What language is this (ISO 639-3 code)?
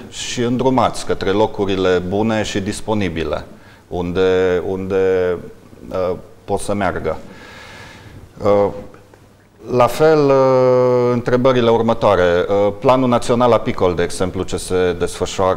ron